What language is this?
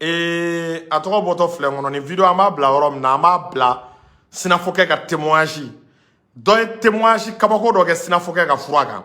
Bambara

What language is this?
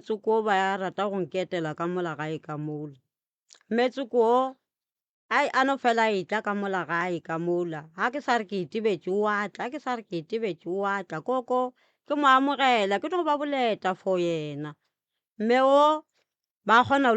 Northern Sotho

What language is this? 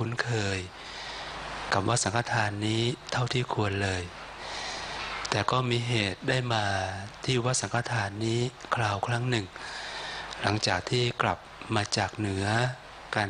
Thai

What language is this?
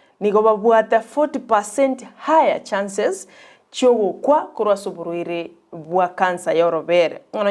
Gusii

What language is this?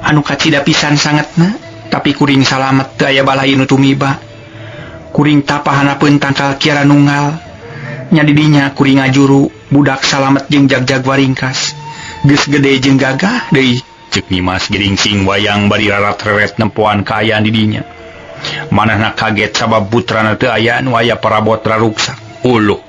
Sundanese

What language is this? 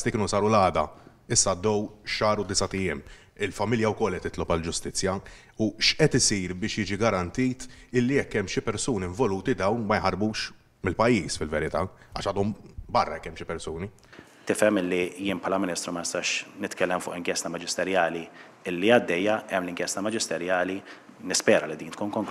Maltese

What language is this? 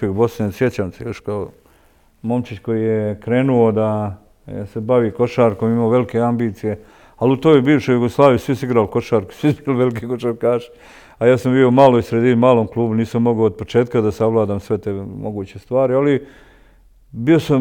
Bosnian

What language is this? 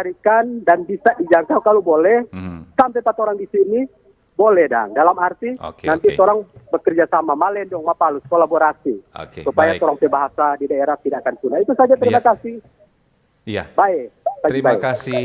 Manado Malay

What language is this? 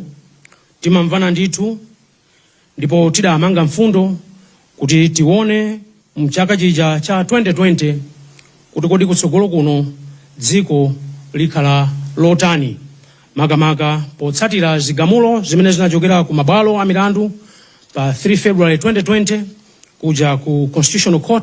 Nyanja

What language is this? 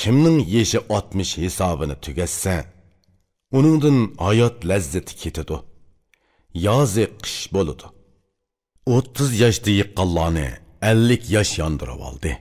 Uyghur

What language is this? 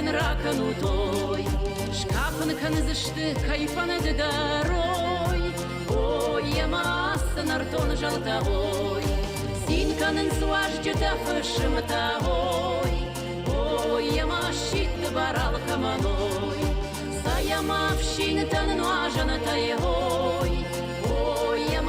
Ossetic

